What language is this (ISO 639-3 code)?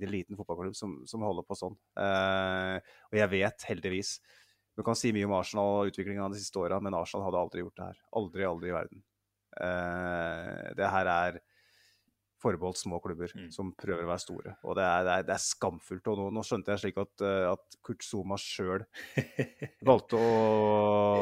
nor